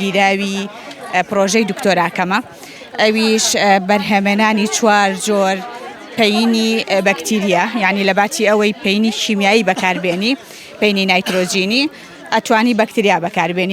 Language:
Central Kurdish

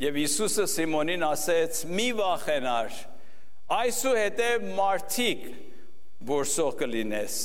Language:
Armenian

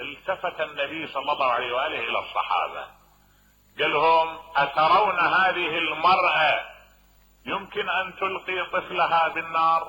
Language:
Mesopotamian Arabic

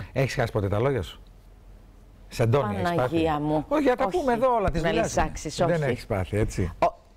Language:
Greek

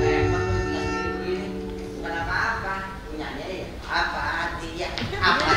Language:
Betawi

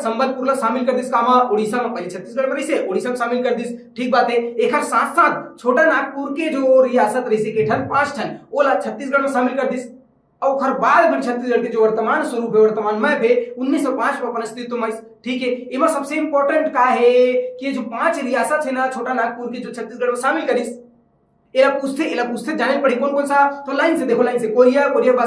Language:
Chhattisgarhi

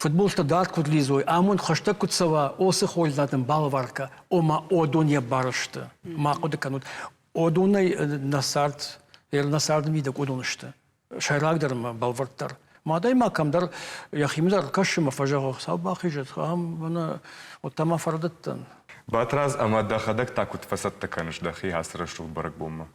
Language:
Ossetic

